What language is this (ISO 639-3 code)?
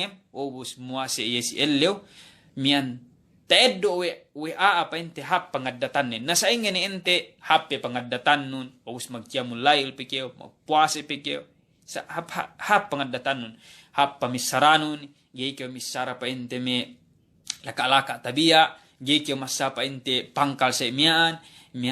yka